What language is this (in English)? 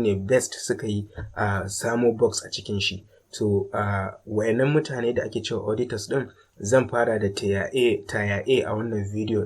Hausa